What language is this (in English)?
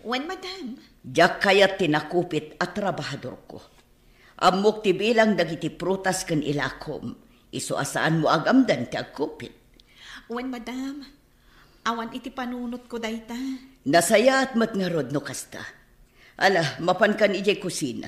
Iloko